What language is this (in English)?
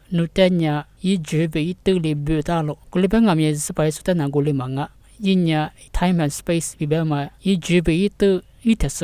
Lisu